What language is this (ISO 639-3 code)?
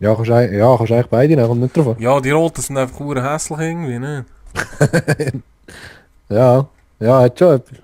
gsw